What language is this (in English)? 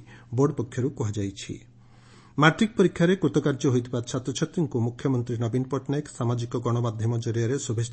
Odia